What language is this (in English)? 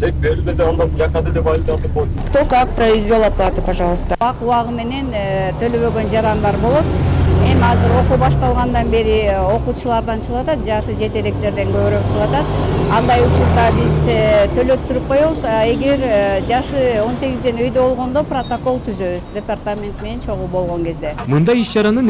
Kyrgyz